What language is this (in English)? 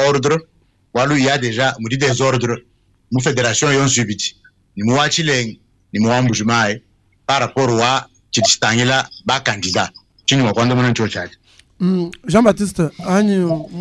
Luba-Lulua